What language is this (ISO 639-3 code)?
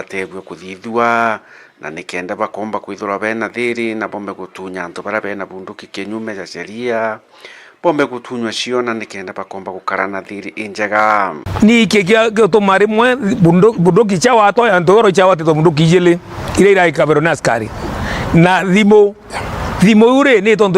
mer